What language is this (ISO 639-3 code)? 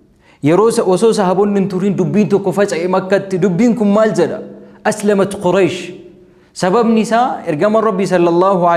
orm